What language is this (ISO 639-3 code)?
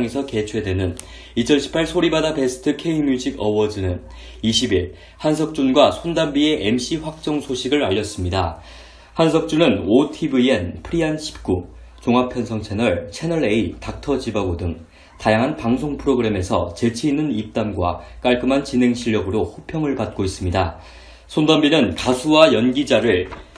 kor